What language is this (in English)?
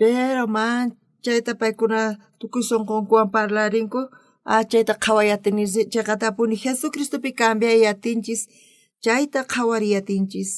South Bolivian Quechua